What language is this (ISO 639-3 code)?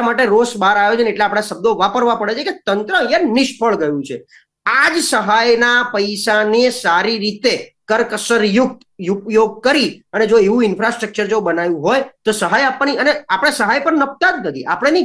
guj